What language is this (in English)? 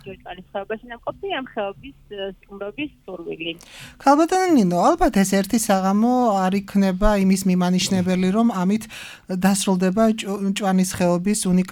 Georgian